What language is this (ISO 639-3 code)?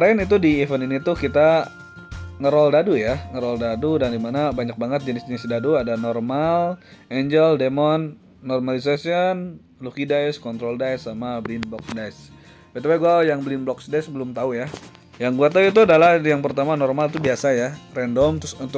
ind